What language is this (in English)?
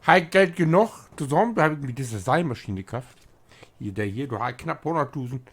Low German